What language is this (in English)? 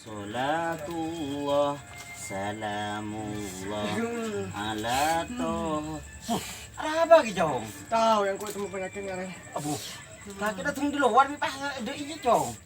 Madurese